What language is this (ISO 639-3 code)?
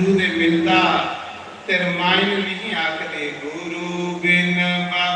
doi